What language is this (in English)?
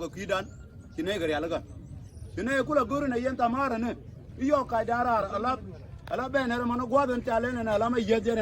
Nuer